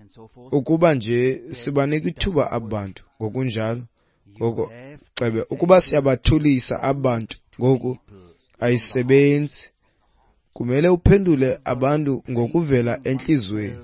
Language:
Xhosa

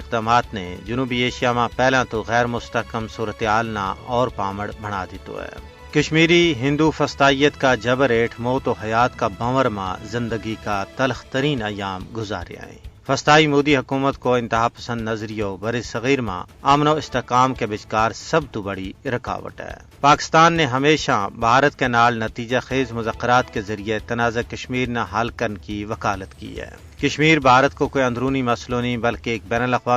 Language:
Gujari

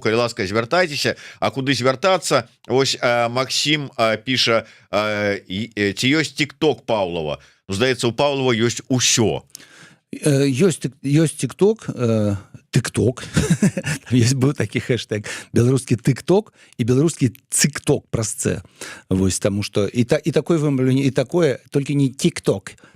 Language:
Belarusian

